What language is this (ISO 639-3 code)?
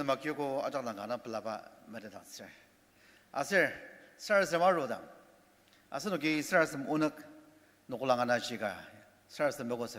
njo